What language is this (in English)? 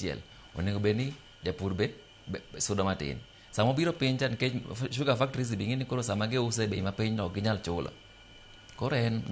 Luo (Kenya and Tanzania)